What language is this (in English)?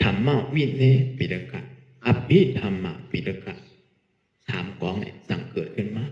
Shan